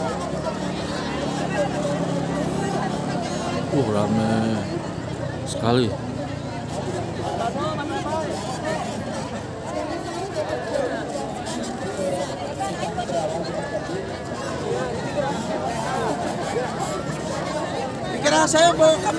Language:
Indonesian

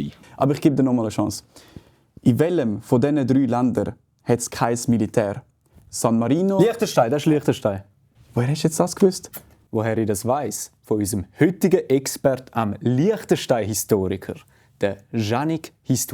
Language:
Swiss German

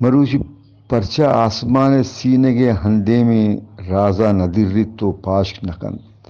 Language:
Eastern Balochi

